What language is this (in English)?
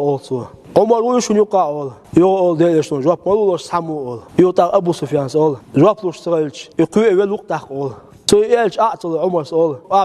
Chechen